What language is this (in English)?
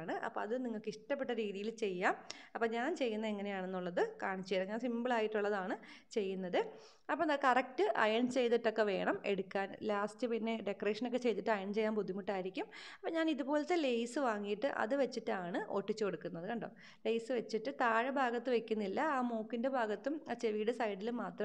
Malayalam